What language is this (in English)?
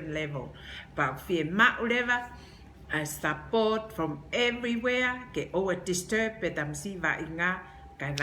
Tongan